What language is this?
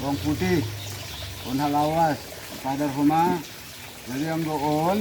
Batak Simalungun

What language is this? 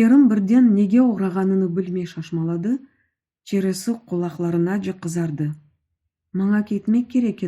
Crimean Tatar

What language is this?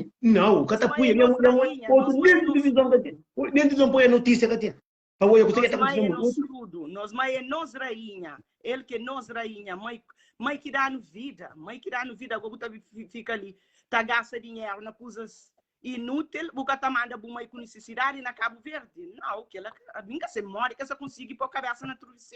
Kabuverdianu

